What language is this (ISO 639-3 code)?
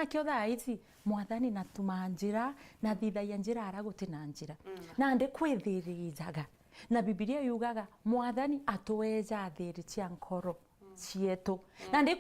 mer